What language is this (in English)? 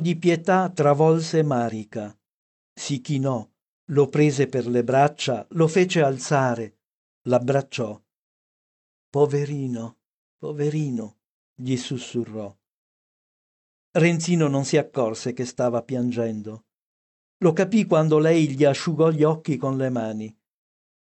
Italian